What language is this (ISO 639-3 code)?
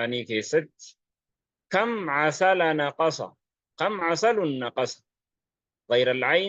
orm